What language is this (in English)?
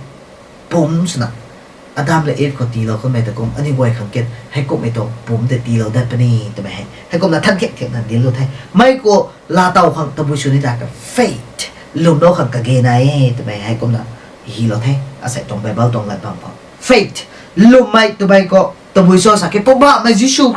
Rongmei Naga